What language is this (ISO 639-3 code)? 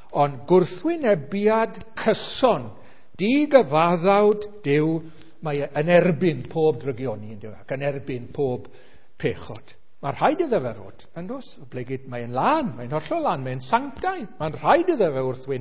cym